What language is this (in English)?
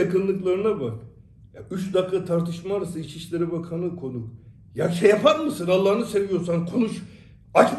Turkish